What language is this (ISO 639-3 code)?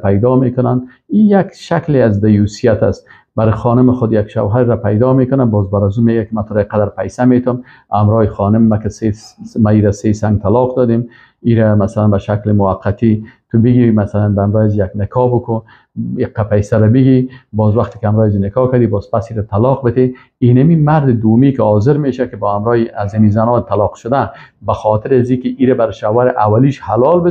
fas